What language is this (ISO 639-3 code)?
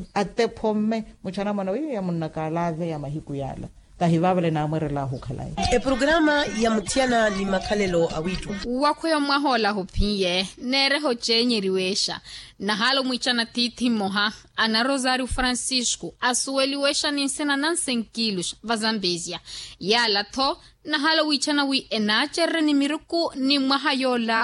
vmw